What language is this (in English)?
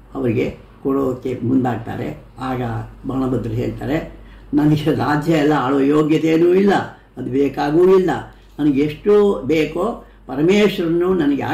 Kannada